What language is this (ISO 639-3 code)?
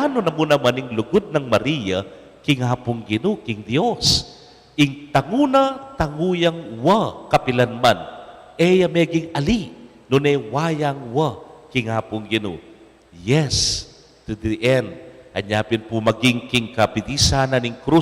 pam